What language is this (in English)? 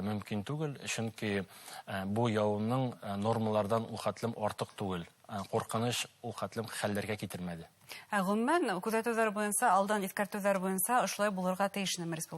Bashkir